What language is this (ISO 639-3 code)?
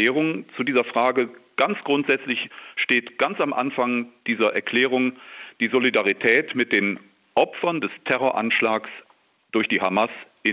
deu